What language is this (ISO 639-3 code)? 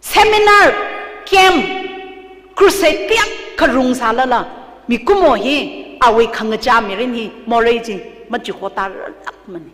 nmf